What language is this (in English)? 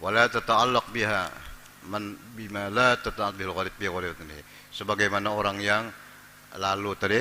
Banjar